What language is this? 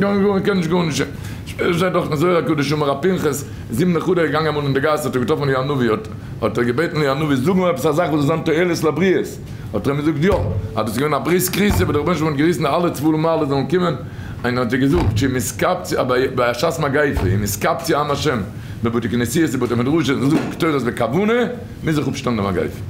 Yiddish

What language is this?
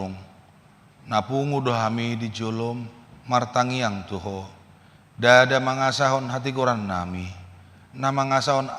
Batak Toba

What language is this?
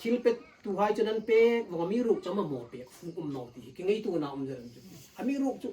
Hmar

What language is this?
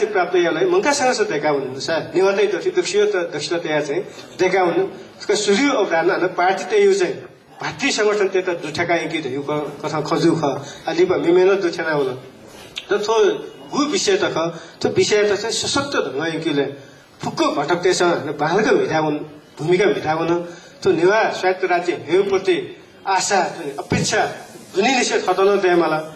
Newari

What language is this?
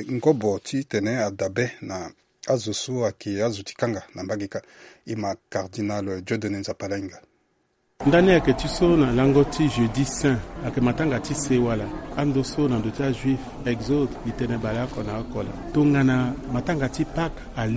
Sango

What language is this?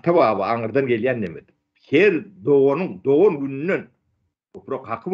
Turkmen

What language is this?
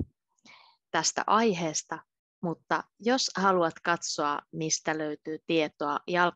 Finnish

